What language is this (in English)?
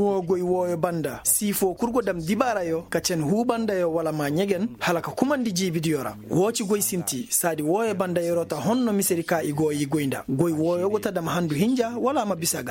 Koyraboro Senni